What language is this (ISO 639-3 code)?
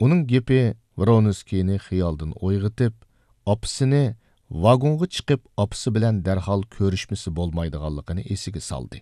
uig